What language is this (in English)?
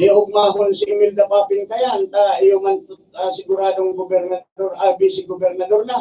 Bikol